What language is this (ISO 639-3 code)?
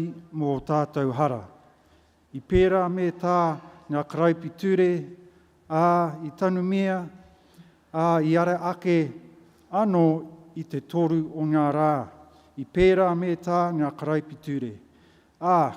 mri